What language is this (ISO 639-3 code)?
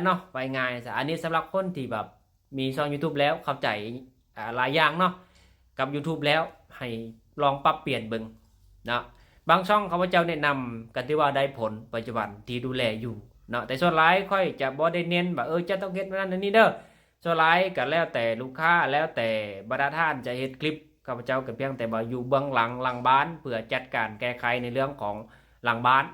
lao